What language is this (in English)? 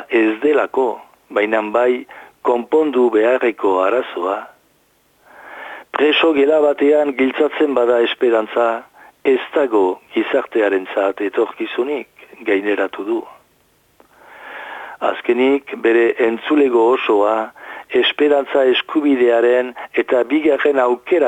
Basque